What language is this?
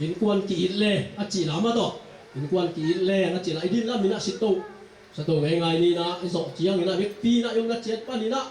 Tedim Chin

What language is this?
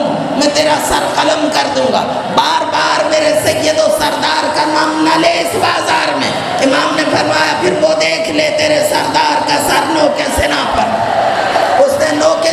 Urdu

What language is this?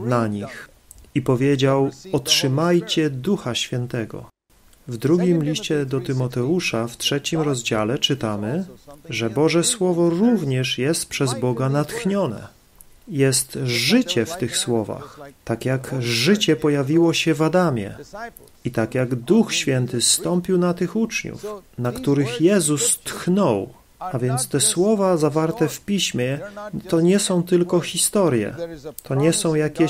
Polish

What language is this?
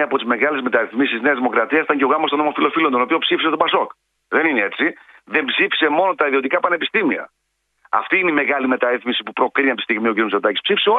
Greek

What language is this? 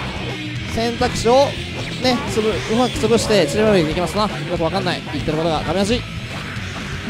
Japanese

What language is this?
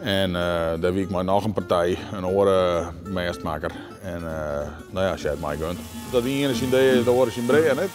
Western Frisian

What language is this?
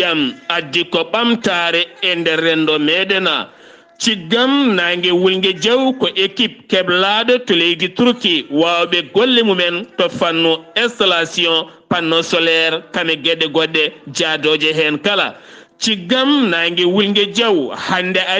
Fula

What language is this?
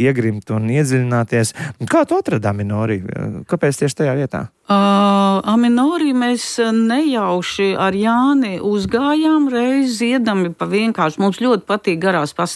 Latvian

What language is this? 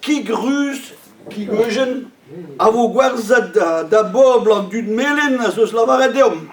Breton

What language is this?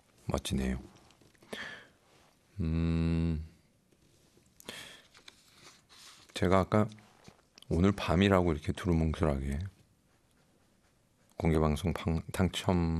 Korean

